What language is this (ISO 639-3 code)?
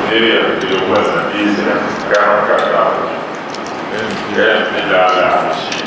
dag